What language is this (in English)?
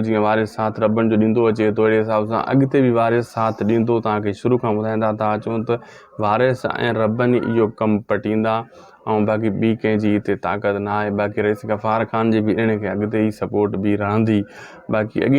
Sindhi